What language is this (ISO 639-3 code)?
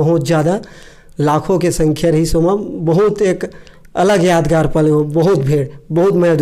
hne